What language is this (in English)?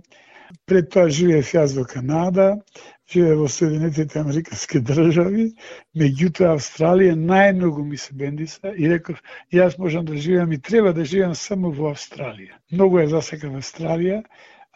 Macedonian